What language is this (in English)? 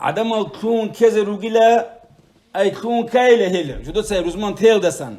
Avaric